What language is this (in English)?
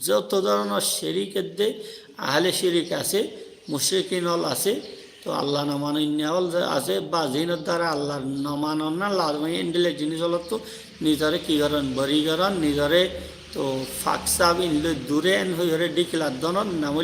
Rohingya